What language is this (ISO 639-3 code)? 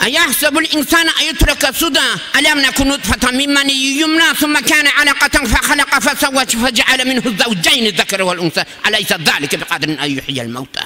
kum